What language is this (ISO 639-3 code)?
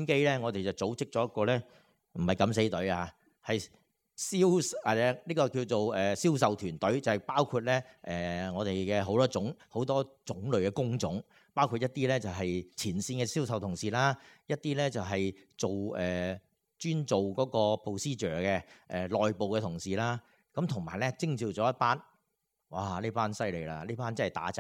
yue